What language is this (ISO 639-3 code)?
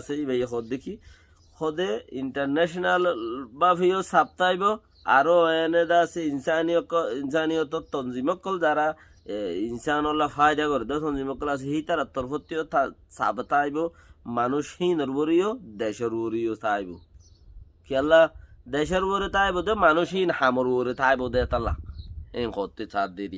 rhg